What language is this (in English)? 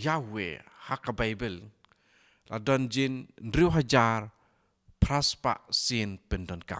Khasi